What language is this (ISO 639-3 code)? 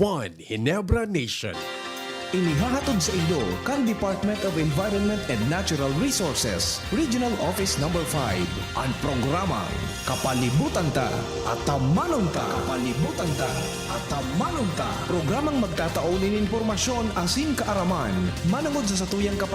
bik